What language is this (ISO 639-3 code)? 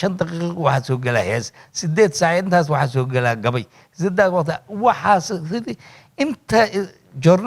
som